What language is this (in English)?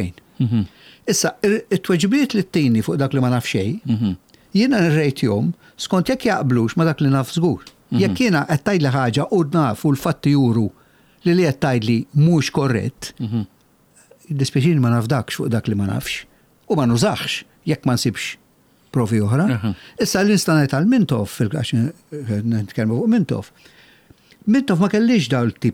Maltese